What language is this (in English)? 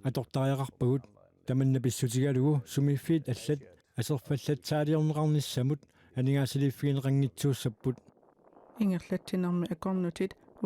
Kalaallisut